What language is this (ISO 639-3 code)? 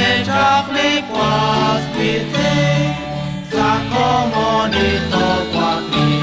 kek